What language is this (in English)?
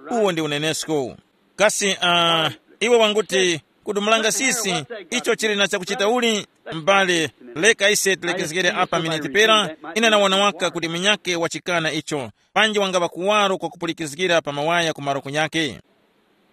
Tumbuka